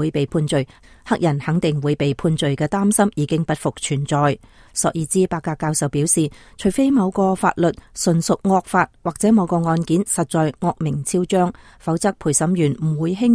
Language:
Cantonese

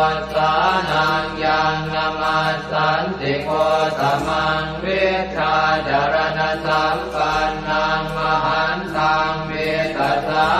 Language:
Pali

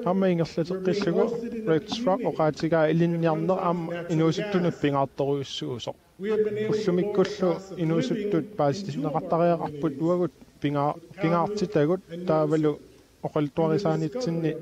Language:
Kalaallisut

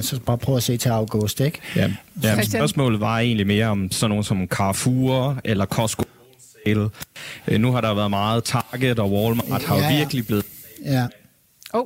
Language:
Danish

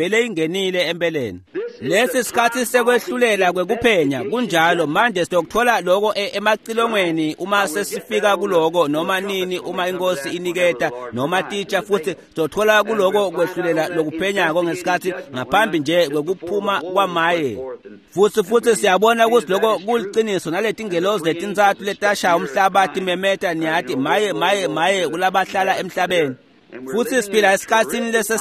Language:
Swati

